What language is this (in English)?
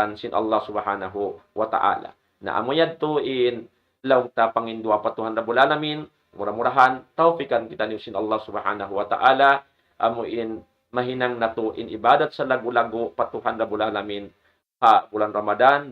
Tausug